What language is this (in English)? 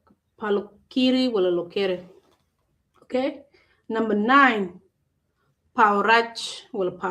Acoli